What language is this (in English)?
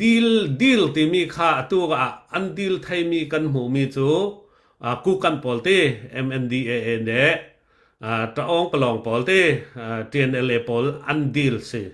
Falam Chin